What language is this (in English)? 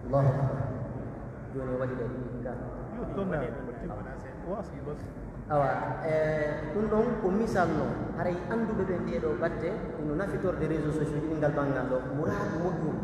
Pular